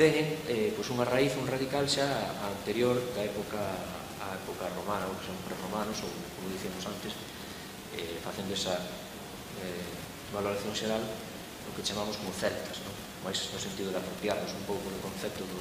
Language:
Galician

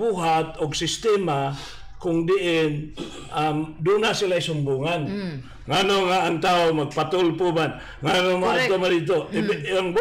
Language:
Cebuano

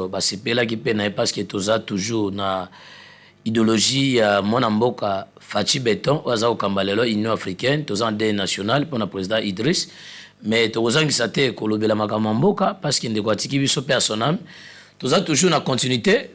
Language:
Lingala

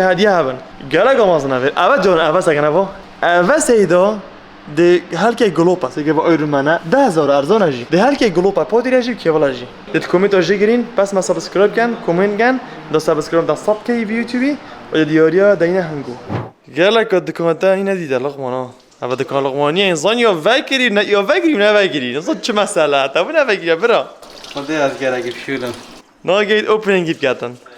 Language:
Kurdish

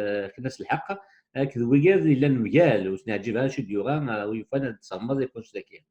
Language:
Kabyle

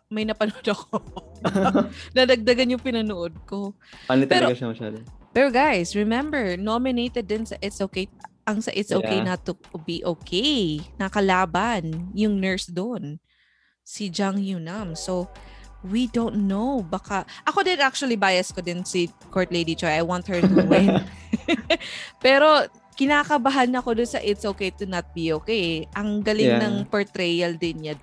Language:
Filipino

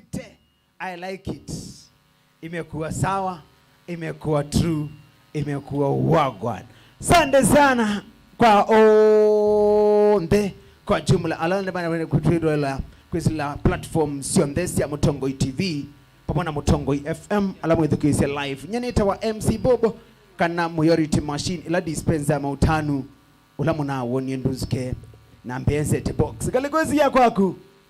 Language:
Kamba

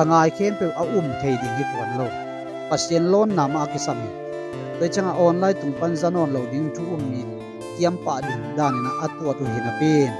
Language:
Tedim Chin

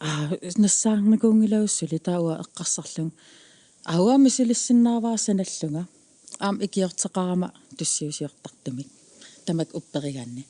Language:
Kalaallisut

